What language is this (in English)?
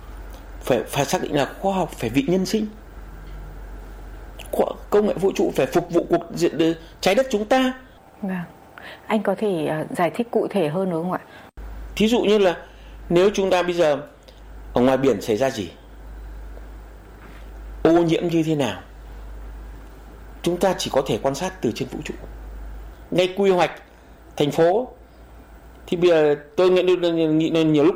Vietnamese